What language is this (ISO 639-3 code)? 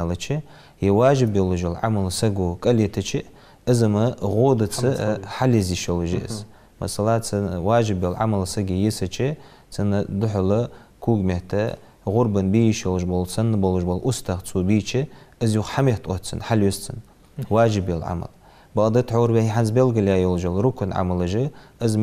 inh